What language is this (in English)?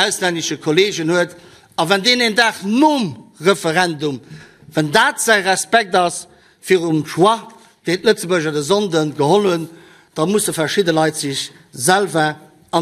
Luxembourgish